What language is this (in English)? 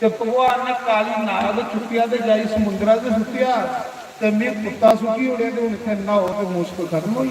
Dogri